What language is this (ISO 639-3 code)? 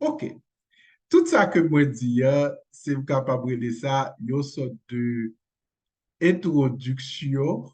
hat